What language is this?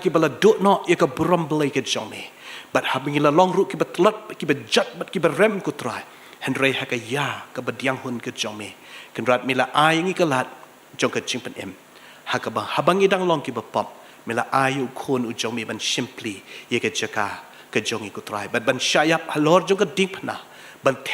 Khasi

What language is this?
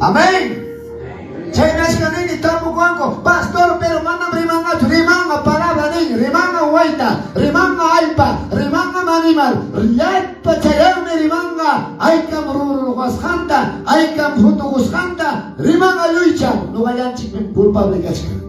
Quechua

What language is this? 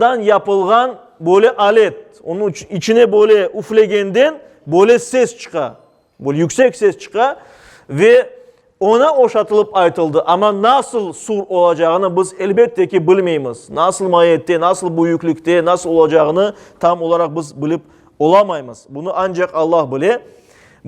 Crimean Tatar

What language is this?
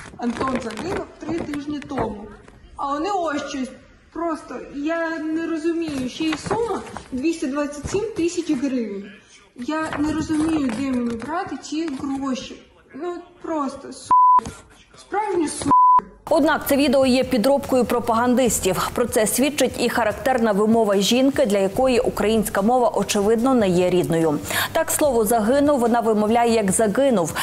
Ukrainian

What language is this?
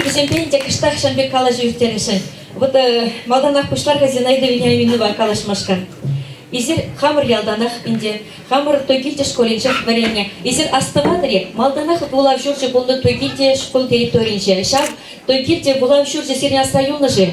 Chuvash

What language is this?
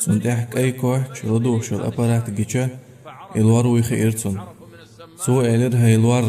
Chechen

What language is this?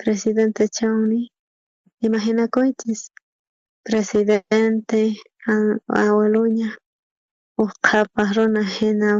South Bolivian Quechua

